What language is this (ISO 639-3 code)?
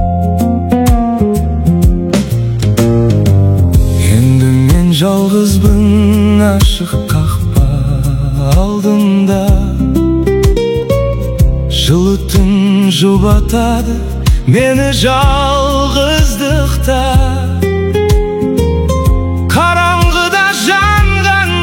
kaz